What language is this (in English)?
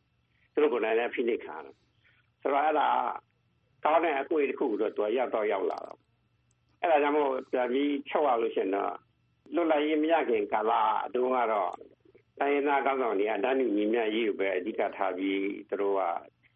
Burmese